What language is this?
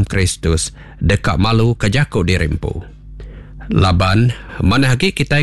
Iban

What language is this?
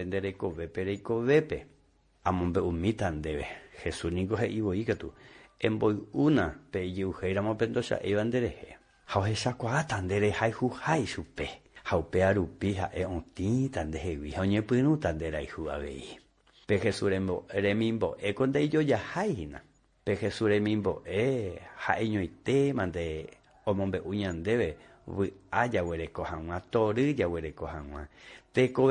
Guarani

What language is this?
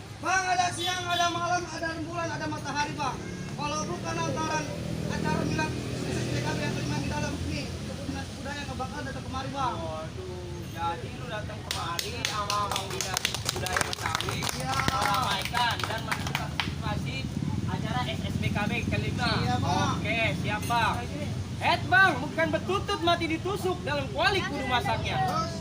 Betawi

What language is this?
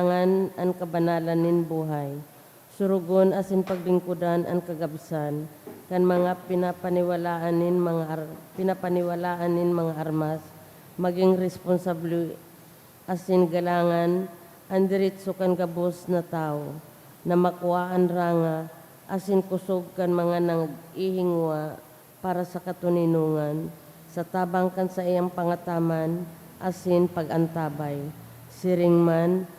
Bikol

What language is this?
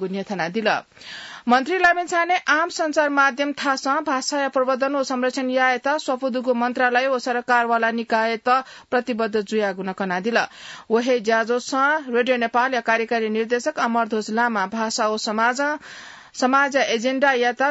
Newari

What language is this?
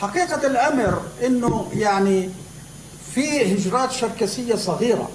North Levantine Arabic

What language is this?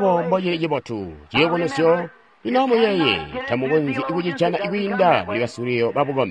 Tonga (Zambia)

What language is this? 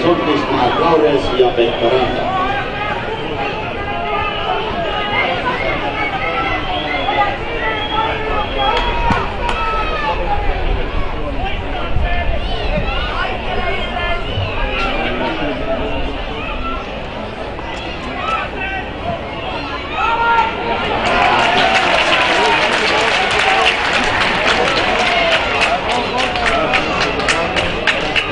Finnish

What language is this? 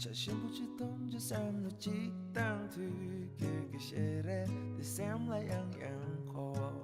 Tibetan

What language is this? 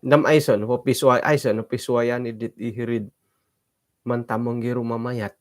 Central Dusun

